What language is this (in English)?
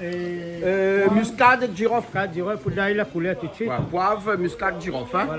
Réunion Creole French